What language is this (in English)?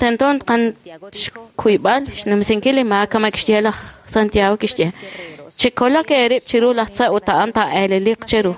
Kekchí